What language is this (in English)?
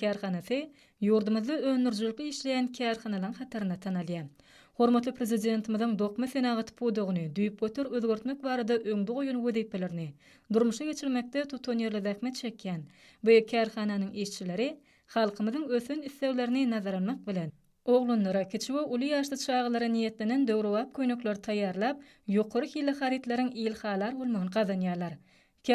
Turkmen